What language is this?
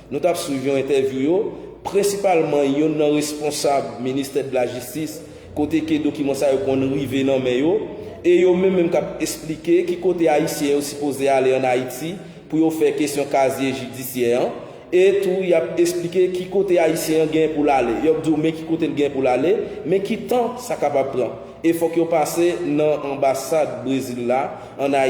Haitian Creole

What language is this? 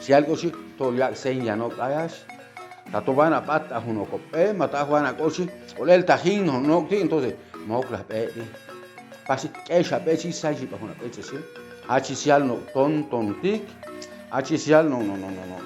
Chuj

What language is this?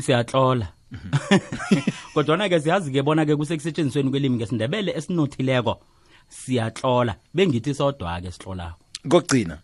South Ndebele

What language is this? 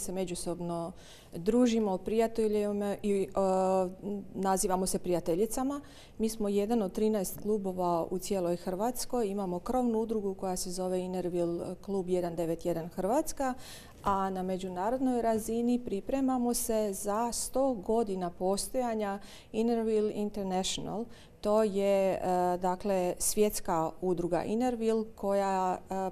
Croatian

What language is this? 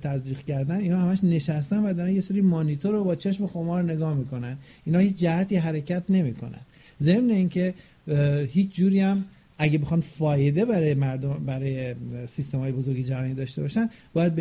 Persian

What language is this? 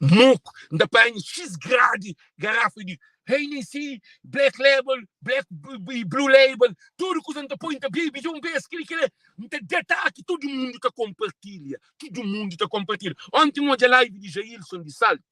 Kabuverdianu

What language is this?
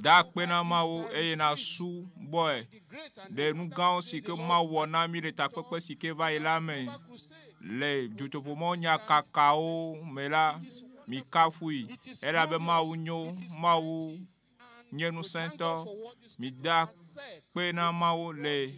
Ewe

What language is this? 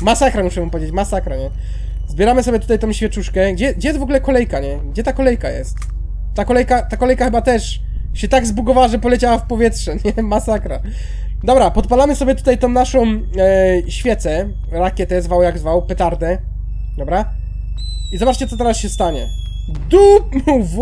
Polish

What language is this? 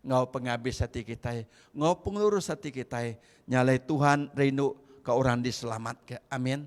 Iban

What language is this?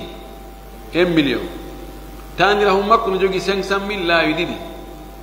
Fula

